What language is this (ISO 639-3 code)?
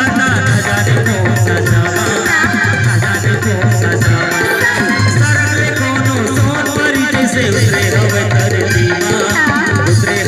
hne